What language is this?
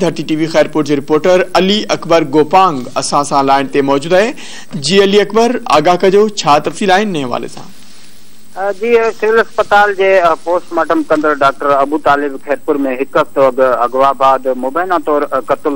Sindhi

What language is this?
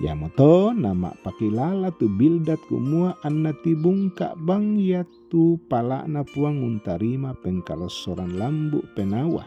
Toraja-Sa'dan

